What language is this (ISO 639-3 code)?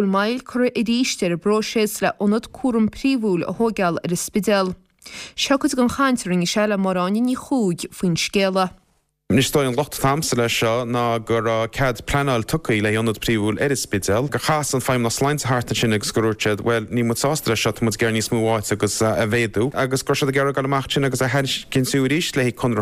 gle